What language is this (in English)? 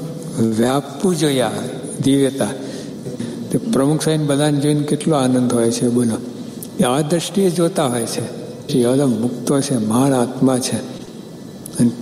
Gujarati